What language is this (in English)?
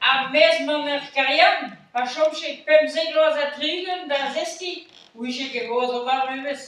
Breton